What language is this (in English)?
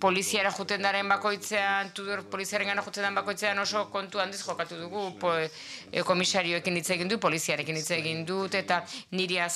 Basque